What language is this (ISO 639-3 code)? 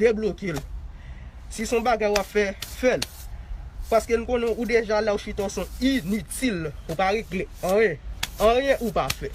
hat